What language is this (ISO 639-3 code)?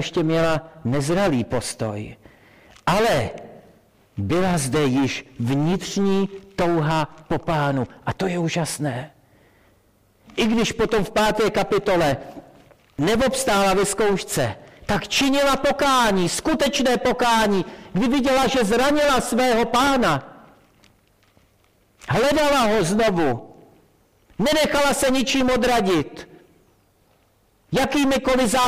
ces